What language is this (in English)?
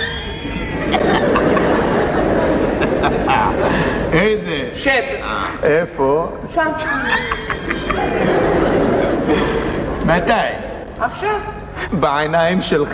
Hebrew